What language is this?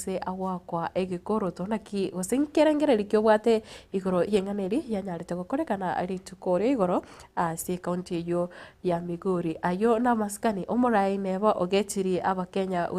Gusii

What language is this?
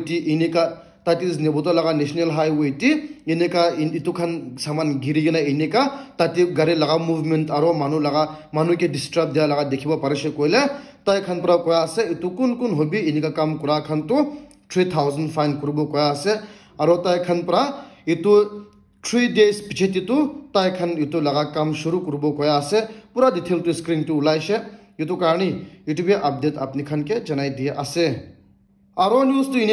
Naga Pidgin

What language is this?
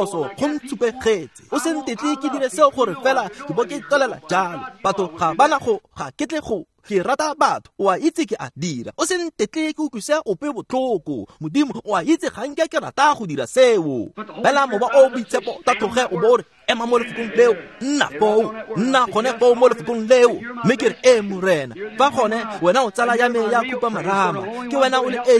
Tswana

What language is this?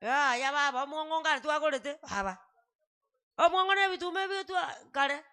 Gusii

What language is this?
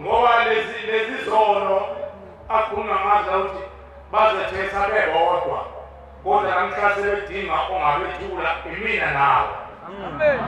Zulu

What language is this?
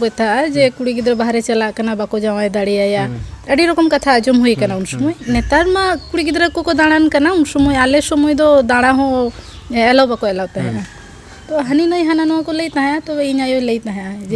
Santali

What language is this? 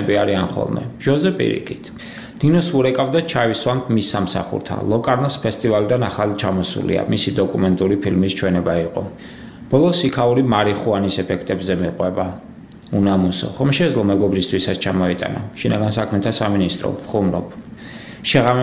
Georgian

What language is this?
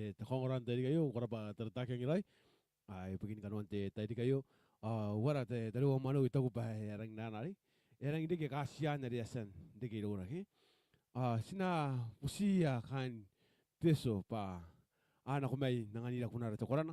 Gilbertese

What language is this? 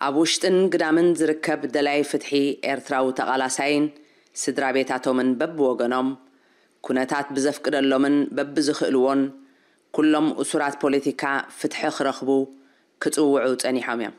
Tigrinya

